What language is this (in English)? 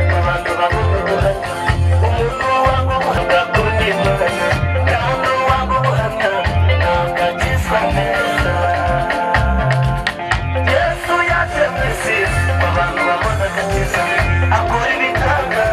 Kinyarwanda